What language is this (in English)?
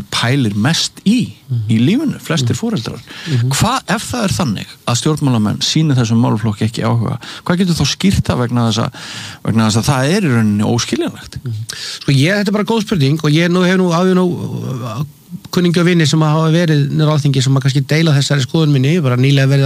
Icelandic